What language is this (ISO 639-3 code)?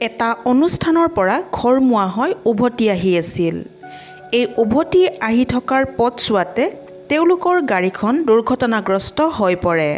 asm